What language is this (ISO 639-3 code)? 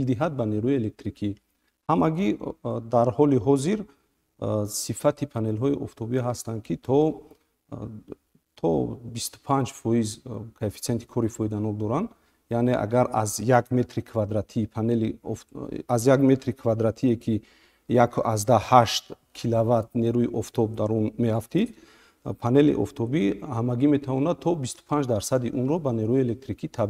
tgk